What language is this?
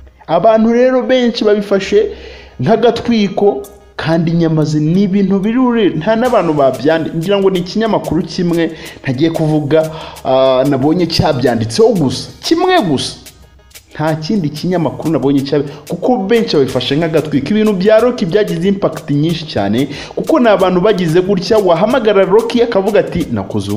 Kinyarwanda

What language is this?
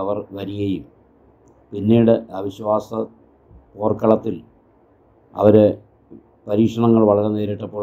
Malayalam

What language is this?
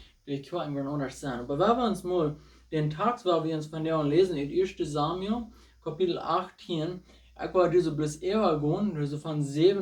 Plautdietsch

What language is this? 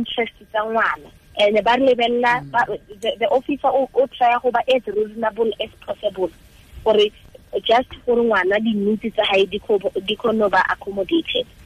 Tswana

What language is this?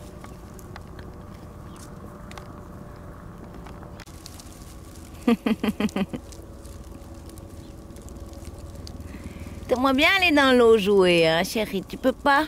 French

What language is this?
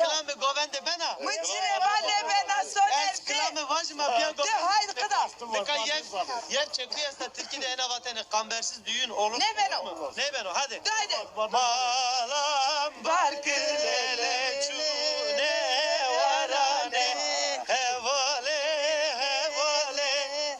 Zaza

